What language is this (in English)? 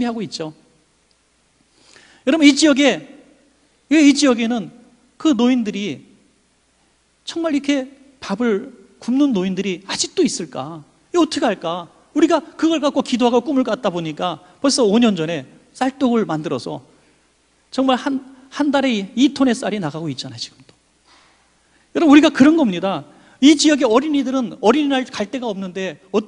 Korean